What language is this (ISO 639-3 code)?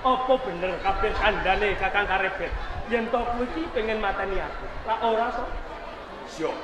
jav